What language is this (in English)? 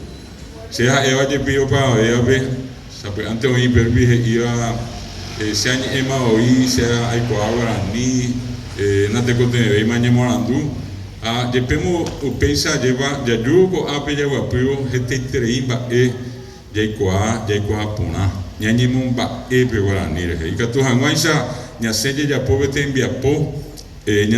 Guarani